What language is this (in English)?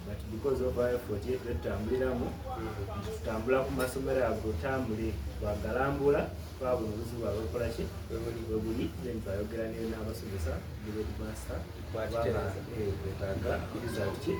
Soga